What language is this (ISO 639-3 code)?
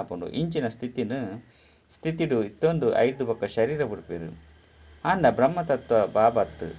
tcy